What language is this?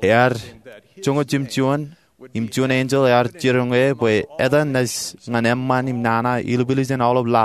Marshallese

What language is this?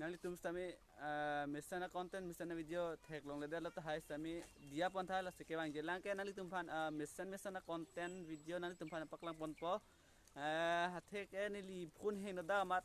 Karbi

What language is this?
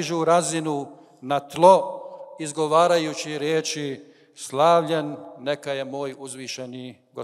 Bosnian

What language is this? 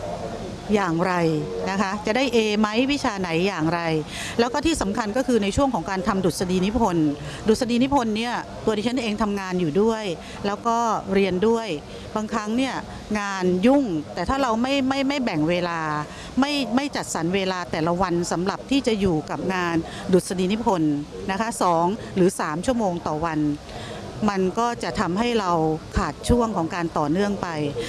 Thai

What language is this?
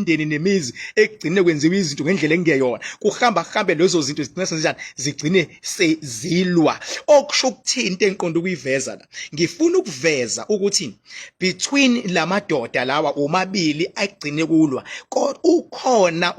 Zulu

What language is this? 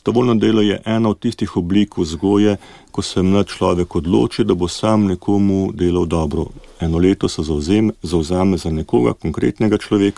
Slovenian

